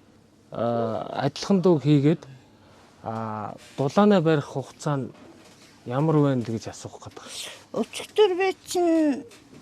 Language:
Mongolian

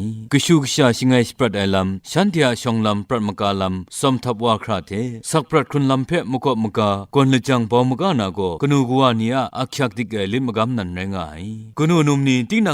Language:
Kachin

